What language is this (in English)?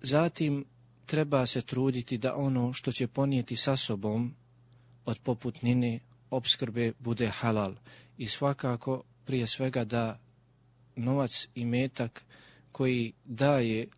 Bosnian